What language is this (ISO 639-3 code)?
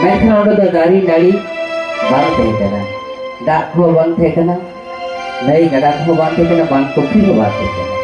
sat